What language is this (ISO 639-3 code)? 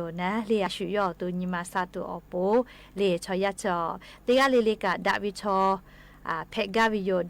lhu